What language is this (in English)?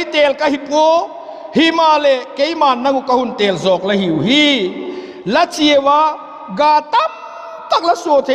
Vaiphei